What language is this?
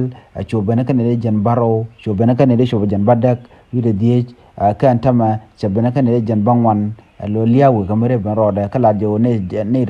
Nuer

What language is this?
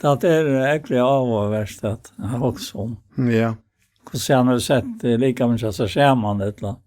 Faroese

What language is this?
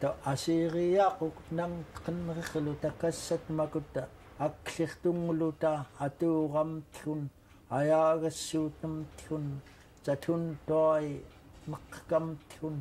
Central Yupik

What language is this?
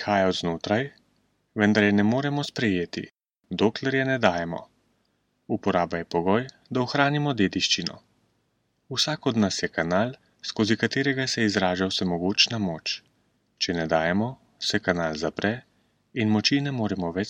Slovenian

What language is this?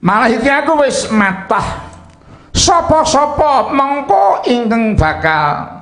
Javanese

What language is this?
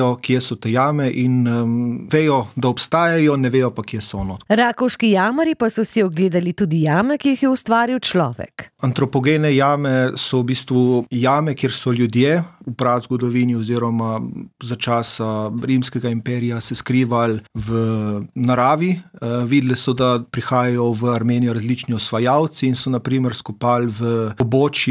Slovenian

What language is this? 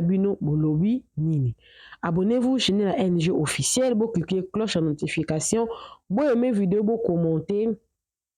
Lingala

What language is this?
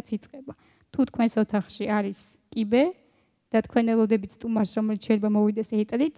Georgian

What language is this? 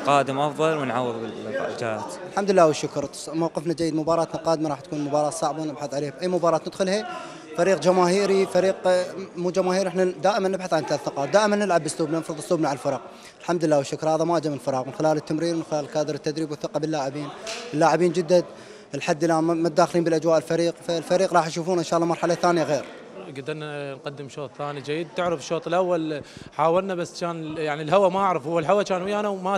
Mesopotamian Arabic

